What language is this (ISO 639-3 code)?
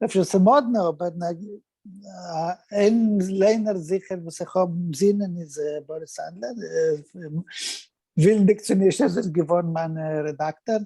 yid